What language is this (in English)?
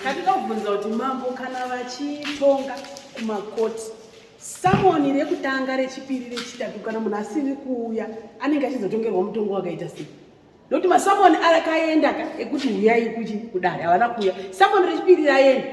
Shona